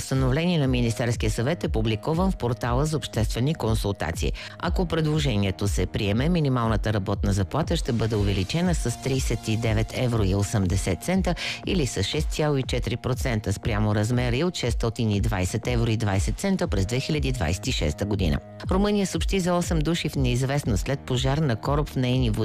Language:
Bulgarian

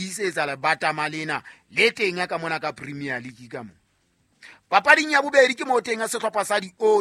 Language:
Southern Sotho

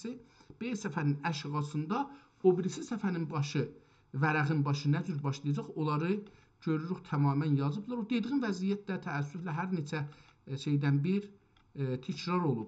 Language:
South Azerbaijani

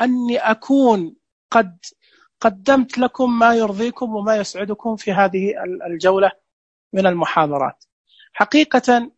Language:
Najdi Arabic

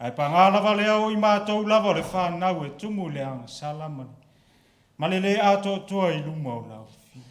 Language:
Samoan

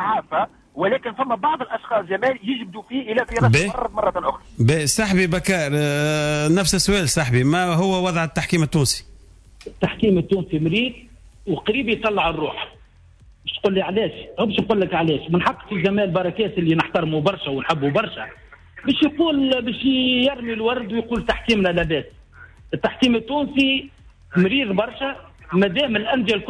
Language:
Tunisian Arabic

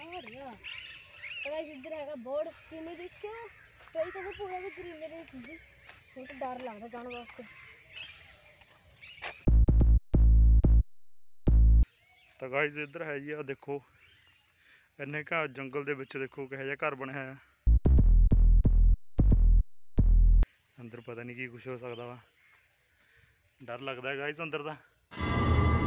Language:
Punjabi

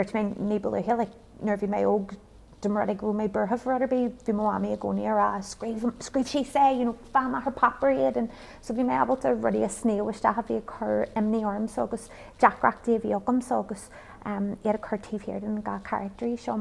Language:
Irish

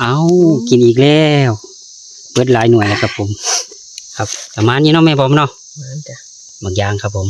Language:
Northeastern Thai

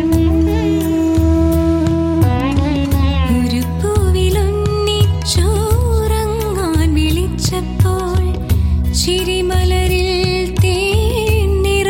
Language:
Malayalam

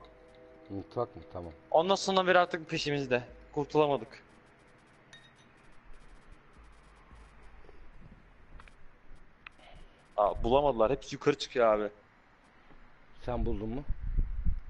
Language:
Turkish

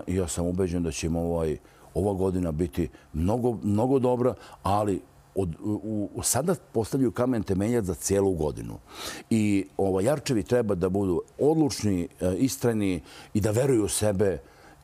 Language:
Serbian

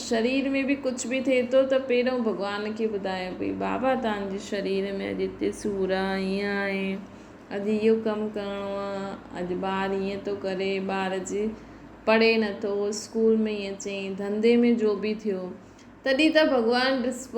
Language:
Sindhi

